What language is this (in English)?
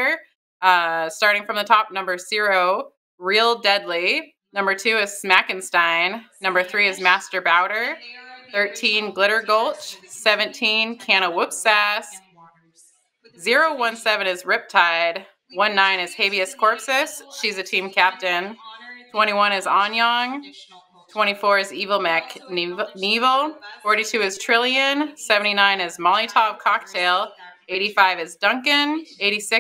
English